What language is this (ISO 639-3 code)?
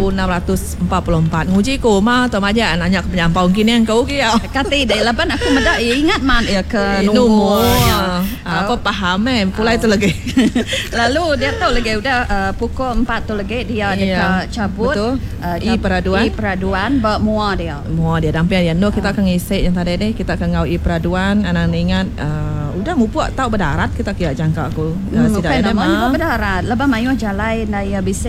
iba